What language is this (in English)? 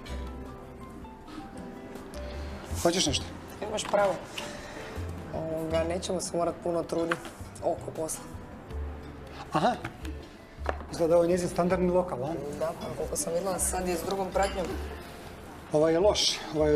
Croatian